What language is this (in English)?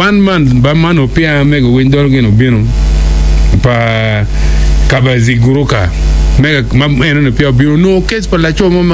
Acoli